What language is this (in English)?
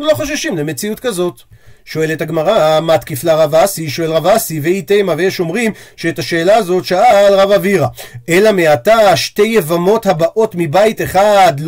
Hebrew